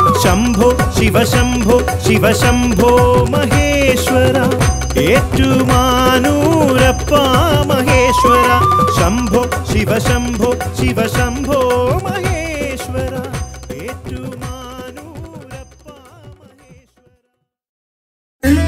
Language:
Malayalam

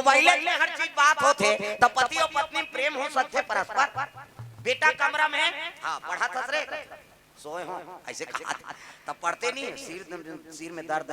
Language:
Chhattisgarhi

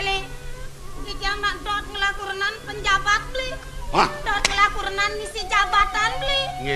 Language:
Balinese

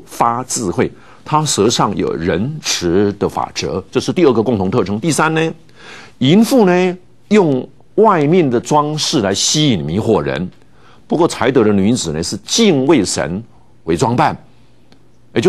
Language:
Chinese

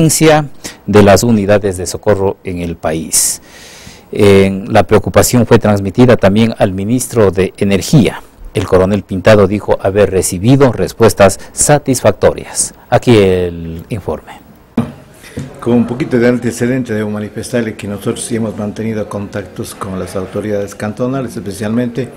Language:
Spanish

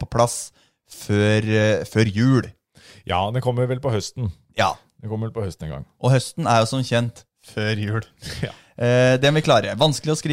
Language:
Norwegian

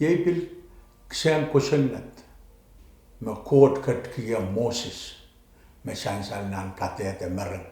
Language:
Pohnpeian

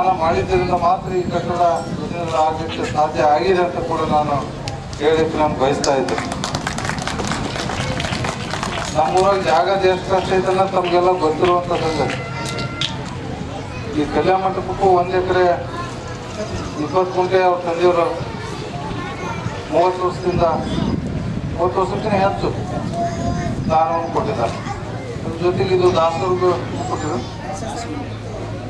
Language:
Kannada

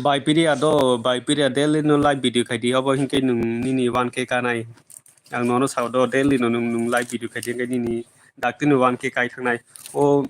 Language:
Kok Borok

